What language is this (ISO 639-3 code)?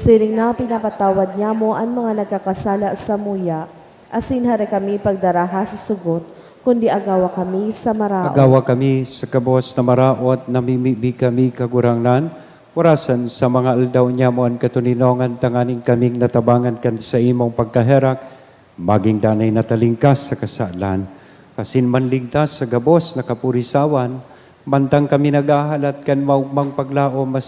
bik